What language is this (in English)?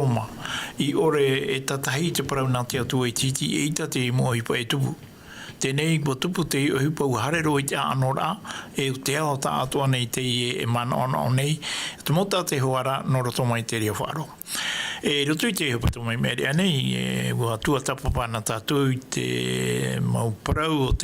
Tahitian